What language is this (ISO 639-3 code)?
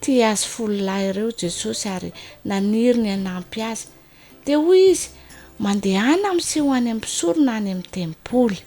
mlg